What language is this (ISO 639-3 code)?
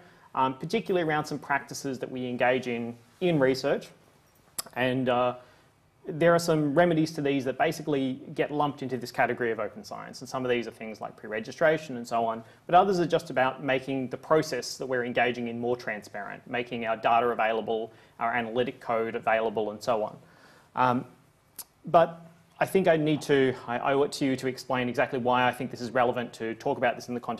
eng